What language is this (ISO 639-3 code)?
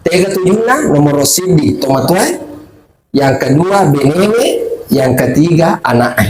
bug